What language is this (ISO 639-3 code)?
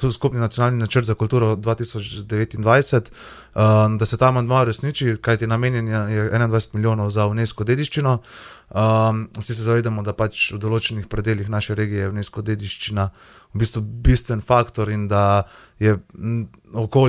slv